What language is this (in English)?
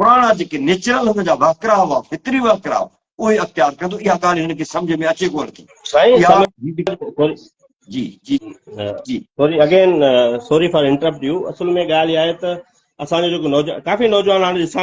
Sindhi